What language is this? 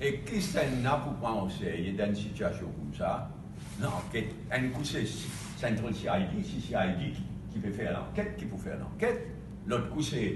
Morisyen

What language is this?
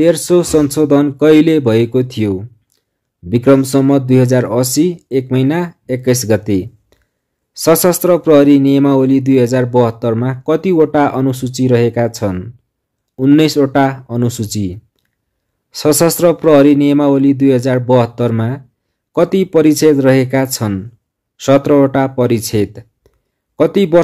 Nepali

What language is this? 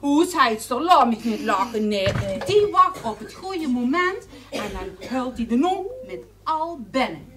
Limburgish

